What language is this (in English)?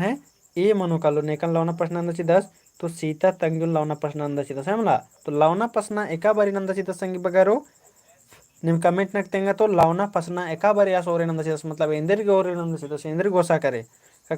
Kurukh